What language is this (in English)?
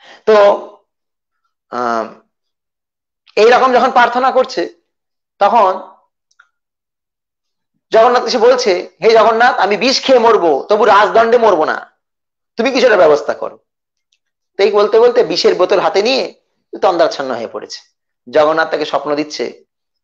Bangla